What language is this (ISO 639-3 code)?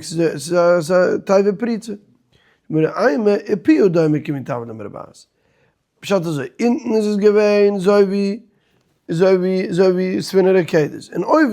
yid